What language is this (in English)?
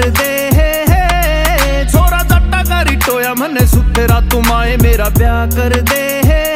Haryanvi